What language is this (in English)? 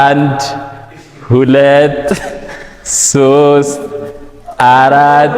Amharic